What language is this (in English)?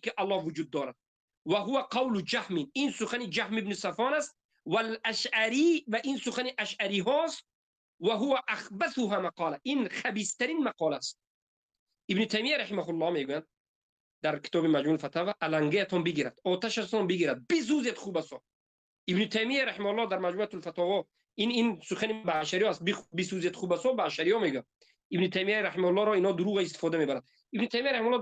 Tajik